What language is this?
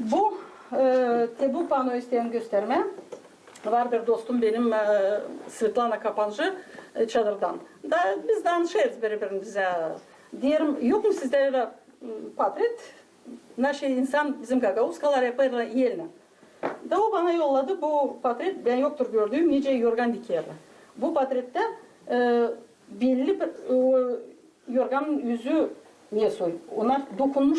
Gagauz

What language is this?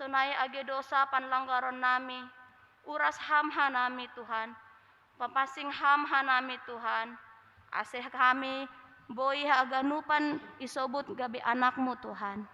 Batak Simalungun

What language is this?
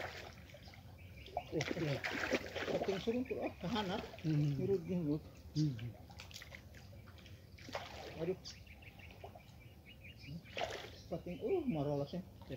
Indonesian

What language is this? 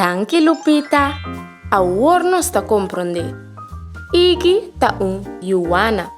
Papiamento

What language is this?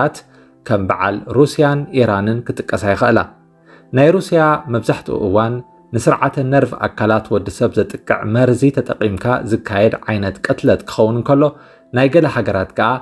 Tigrinya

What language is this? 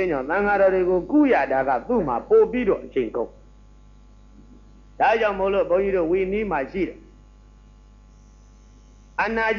Burmese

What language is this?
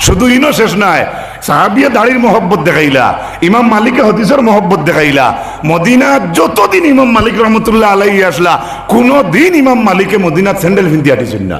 Sylheti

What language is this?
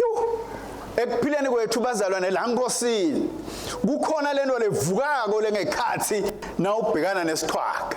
Swati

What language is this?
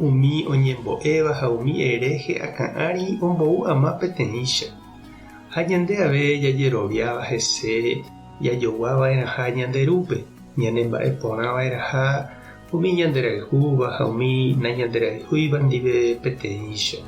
Guarani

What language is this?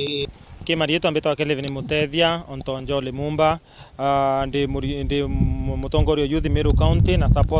Meru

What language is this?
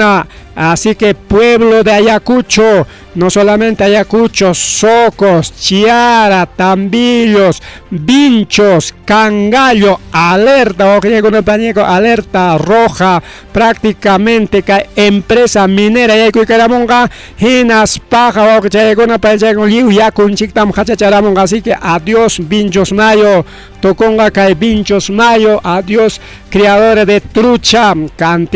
Ayacucho Quechua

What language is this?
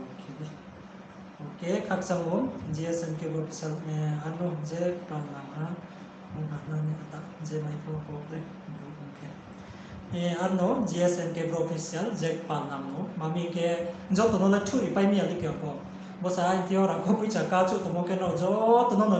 Riang (India)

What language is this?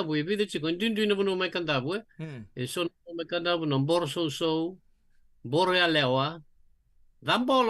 Fijian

